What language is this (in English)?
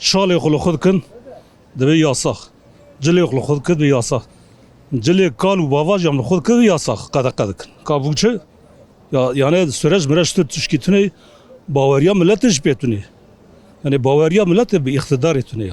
Kurdish